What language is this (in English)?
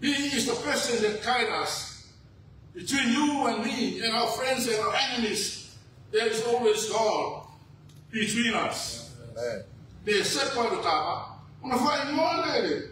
Samoan